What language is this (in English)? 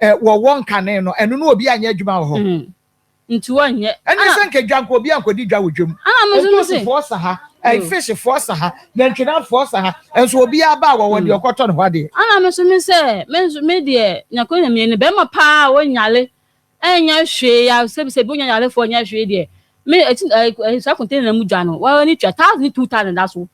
Akan